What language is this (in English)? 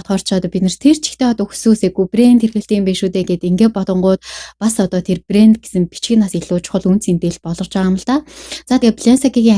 Mongolian